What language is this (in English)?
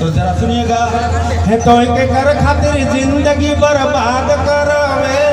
Sadri